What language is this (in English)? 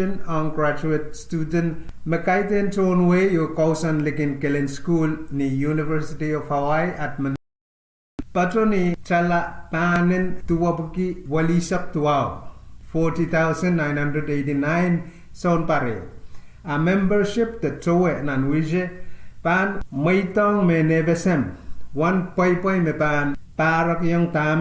Pohnpeian